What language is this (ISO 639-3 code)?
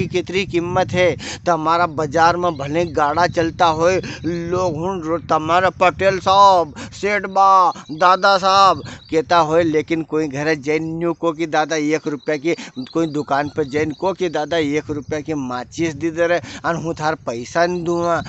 raj